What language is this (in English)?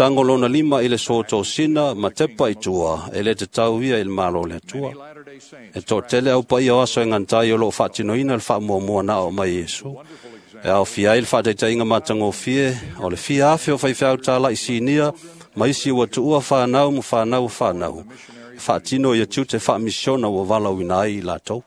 Samoan